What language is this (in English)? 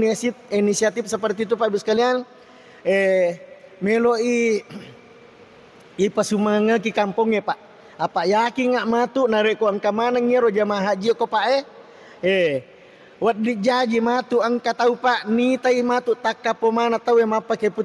Buginese